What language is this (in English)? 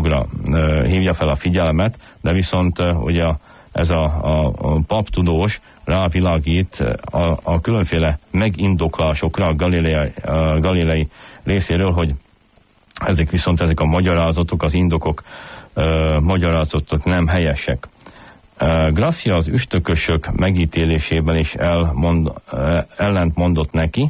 Hungarian